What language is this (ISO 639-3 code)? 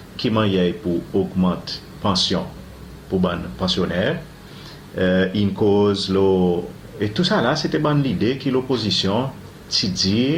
crs